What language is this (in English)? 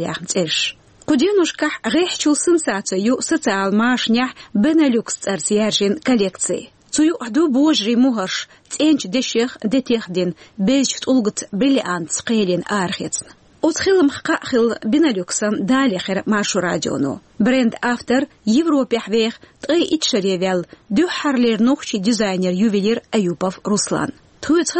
Chechen